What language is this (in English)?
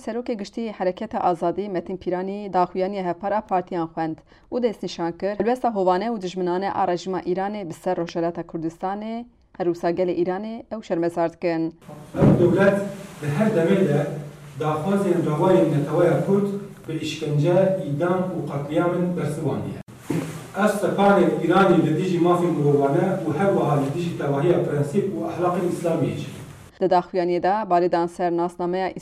Kurdish